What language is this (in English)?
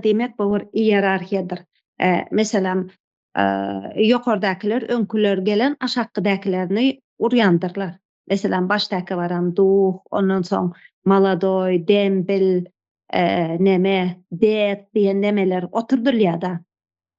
Turkmen